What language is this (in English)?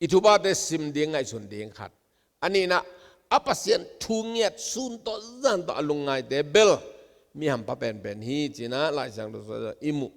Tedim Chin